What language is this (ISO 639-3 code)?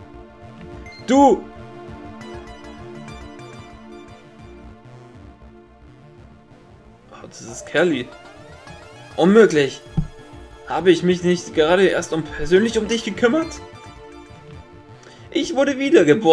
deu